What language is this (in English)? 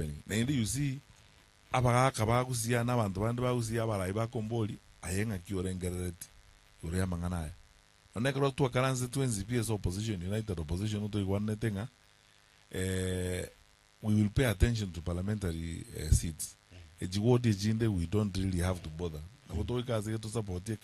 Gusii